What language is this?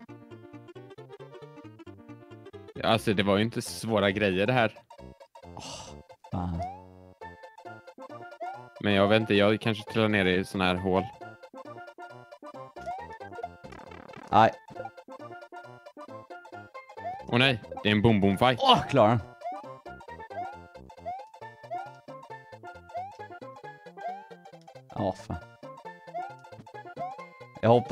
Swedish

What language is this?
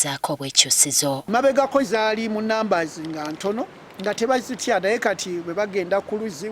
Ganda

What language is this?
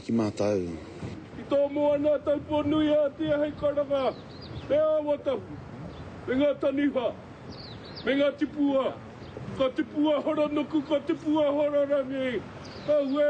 Māori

